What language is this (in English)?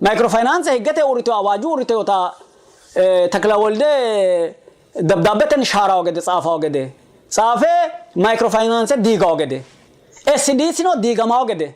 Sidamo